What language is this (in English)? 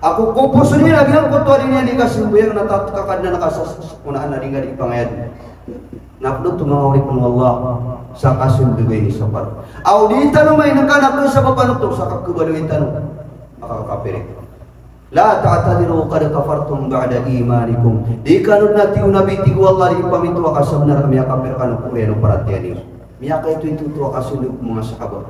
Maranao